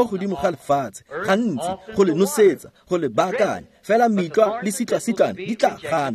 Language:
Tswana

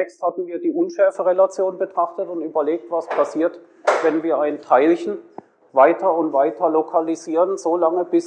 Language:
German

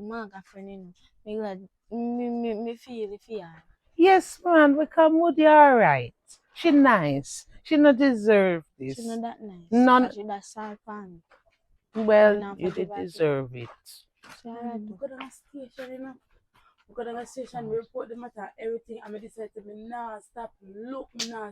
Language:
Jamaican Creole English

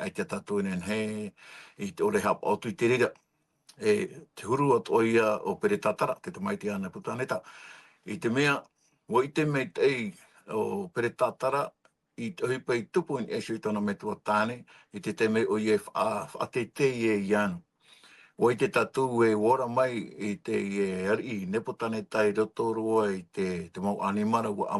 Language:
Tahitian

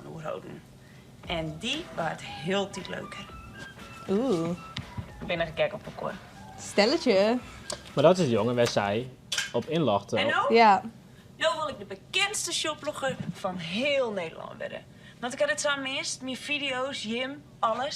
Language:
Western Frisian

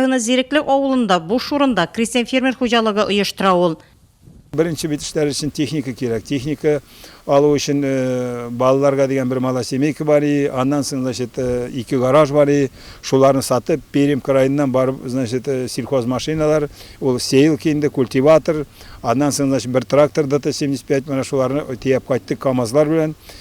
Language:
Tatar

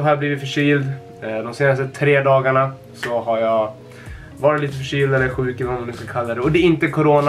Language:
Swedish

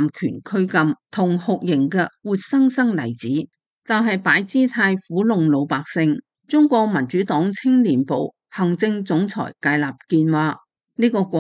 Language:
Cantonese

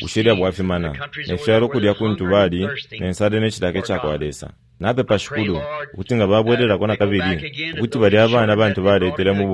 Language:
Bemba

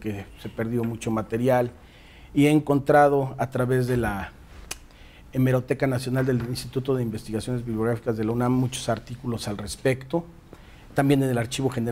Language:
Spanish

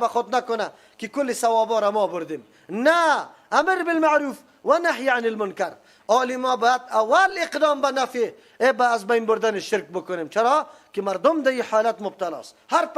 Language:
Persian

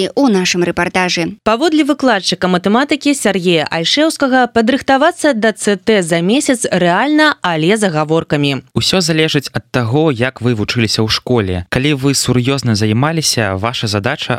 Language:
Belarusian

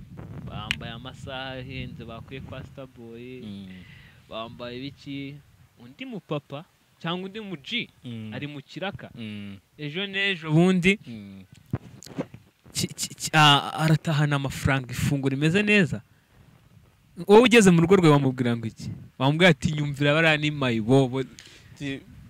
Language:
Kinyarwanda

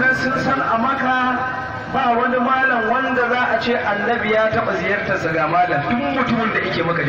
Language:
Hausa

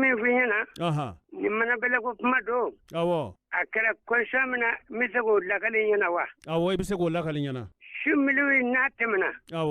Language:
Bambara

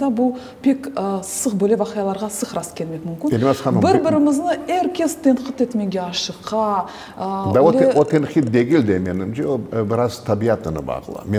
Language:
Crimean Tatar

